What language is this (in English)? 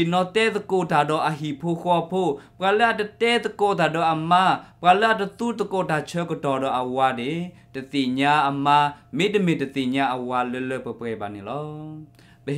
S'gaw Karen